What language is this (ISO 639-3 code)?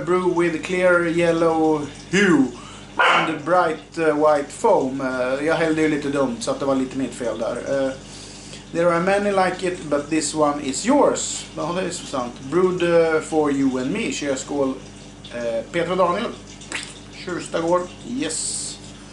swe